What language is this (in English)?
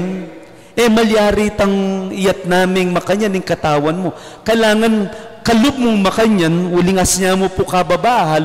Pampanga